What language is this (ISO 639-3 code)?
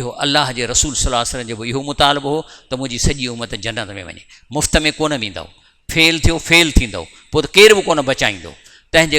snd